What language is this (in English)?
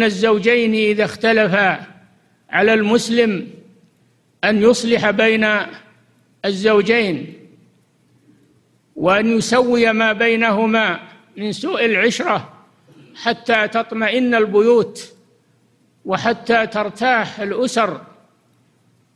Arabic